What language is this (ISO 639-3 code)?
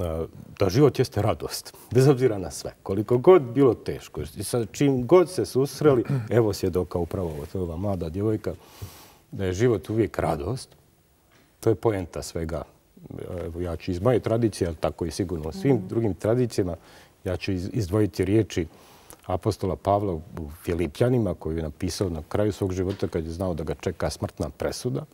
bos